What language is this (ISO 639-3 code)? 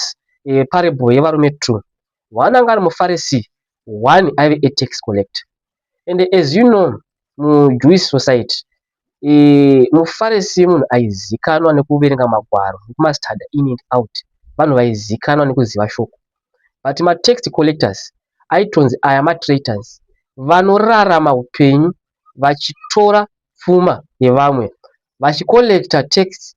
sna